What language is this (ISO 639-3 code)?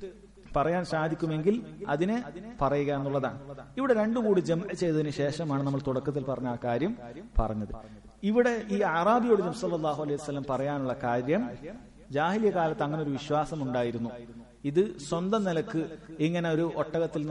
mal